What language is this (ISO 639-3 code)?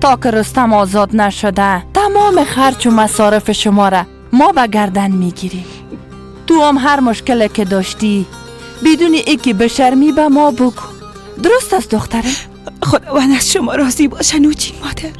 fas